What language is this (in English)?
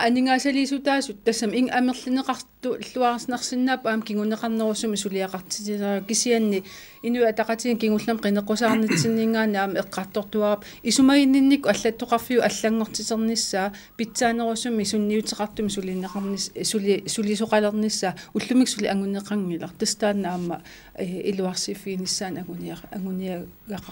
Kalaallisut